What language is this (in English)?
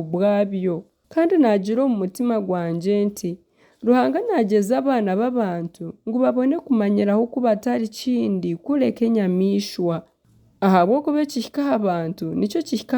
Nyankole